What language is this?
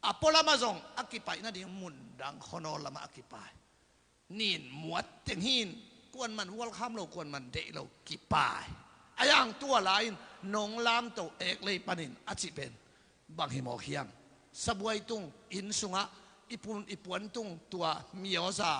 Tedim Chin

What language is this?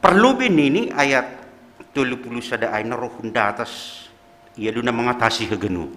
Batak Simalungun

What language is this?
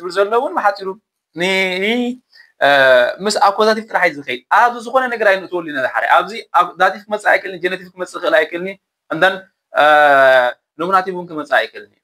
Tigrinya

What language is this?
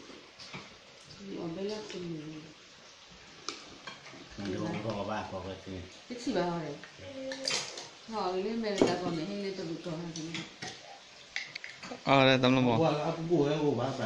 Thai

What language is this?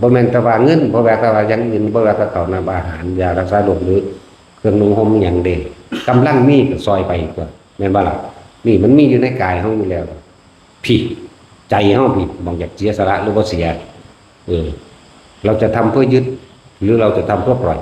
Northeastern Thai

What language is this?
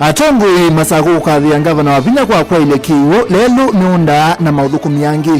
Kamba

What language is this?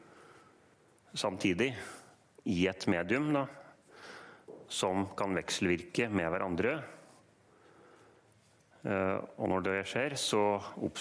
Norwegian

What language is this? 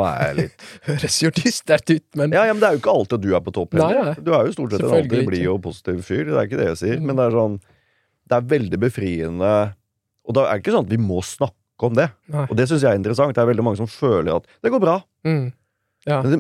Norwegian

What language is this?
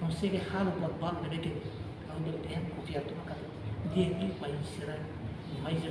Tetum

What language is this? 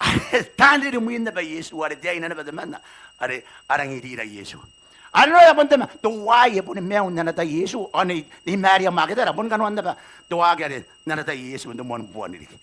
Gilbertese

